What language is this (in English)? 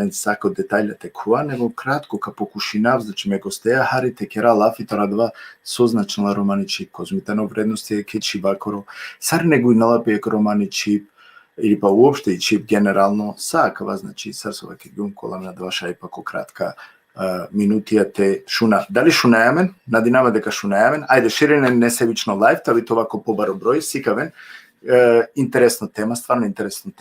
Balkan Romani